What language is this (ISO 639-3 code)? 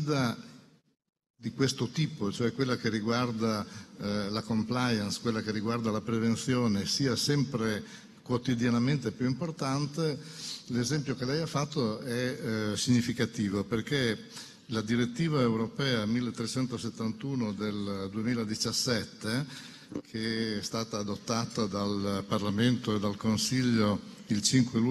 ita